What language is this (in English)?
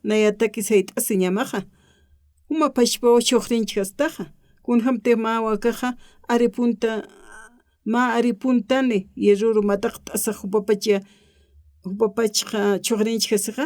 Aymara